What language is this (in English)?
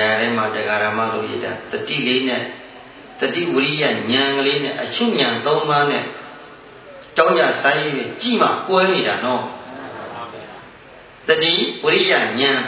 Burmese